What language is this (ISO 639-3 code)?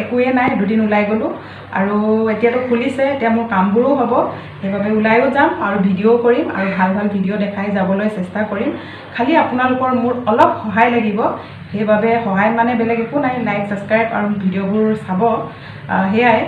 asm